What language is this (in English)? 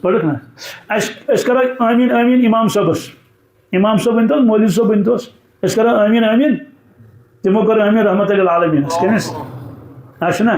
Kashmiri